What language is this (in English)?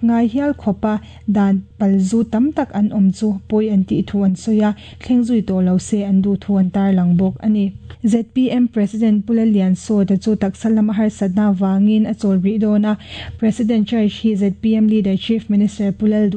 Mizo